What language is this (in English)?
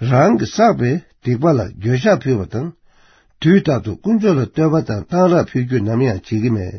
Tibetan